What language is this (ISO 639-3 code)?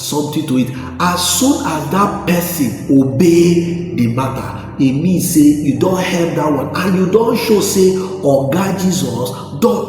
pcm